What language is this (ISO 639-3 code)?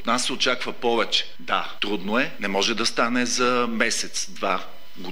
bul